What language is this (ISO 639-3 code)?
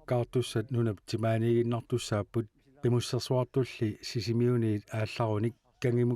kal